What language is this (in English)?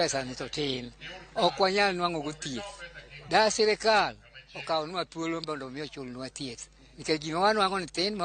Luo (Kenya and Tanzania)